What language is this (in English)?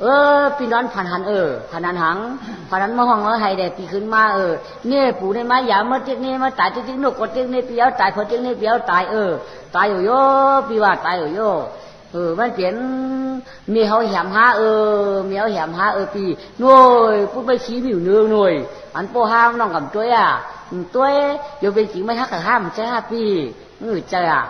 Shan